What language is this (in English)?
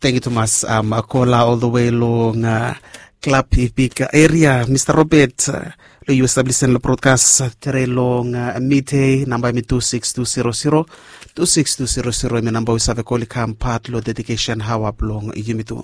Bislama